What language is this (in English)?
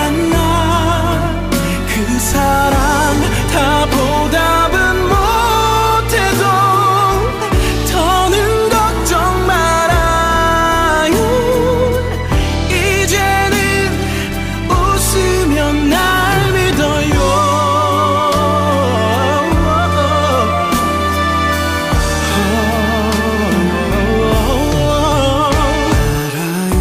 Korean